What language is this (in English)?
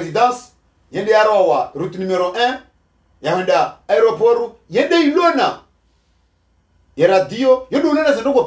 Swahili